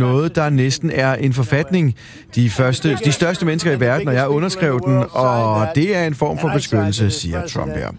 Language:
Danish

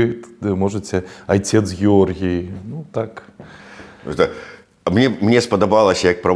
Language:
Belarusian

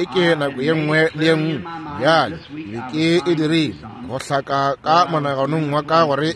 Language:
Northern Sotho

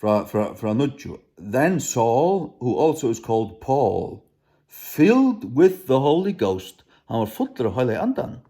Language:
Faroese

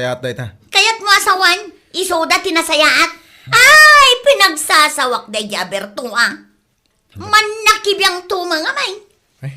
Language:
Iloko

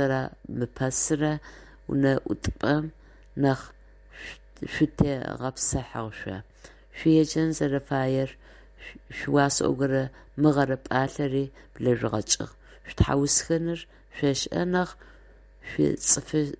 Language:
Adyghe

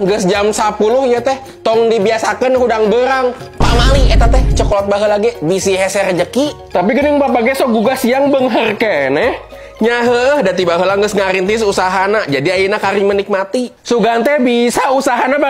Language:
Sundanese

